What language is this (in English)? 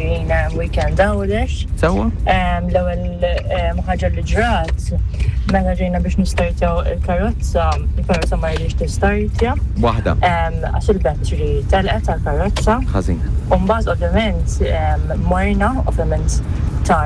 Maltese